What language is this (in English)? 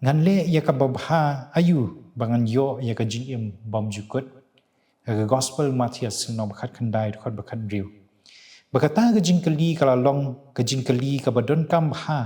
Khasi